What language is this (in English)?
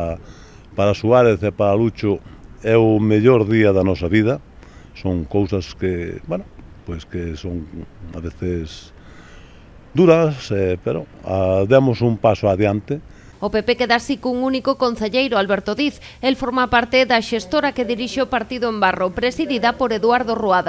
Galician